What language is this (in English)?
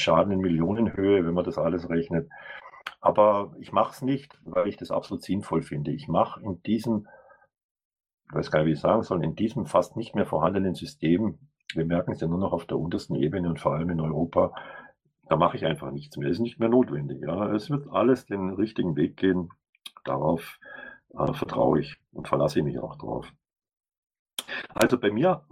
German